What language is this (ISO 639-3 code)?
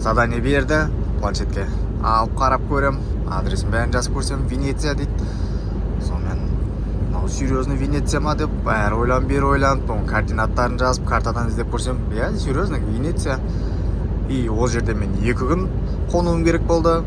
kaz